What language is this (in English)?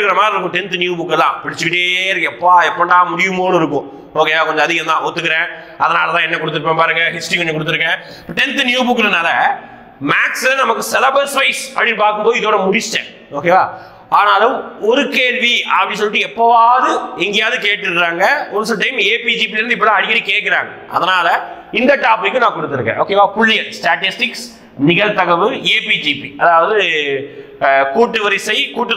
Tamil